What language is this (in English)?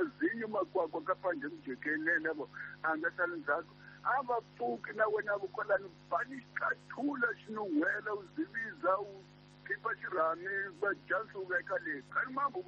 Tsonga